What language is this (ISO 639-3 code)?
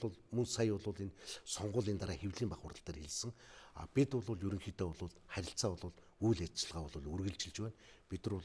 mon